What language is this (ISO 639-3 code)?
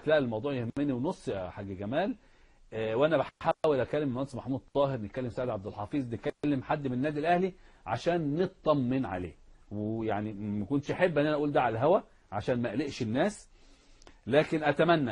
arz